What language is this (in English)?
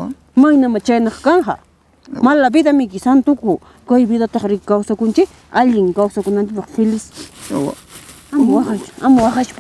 Ayacucho Quechua